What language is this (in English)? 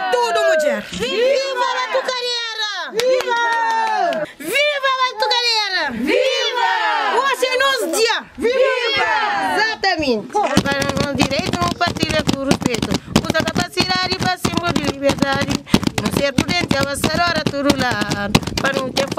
Kabuverdianu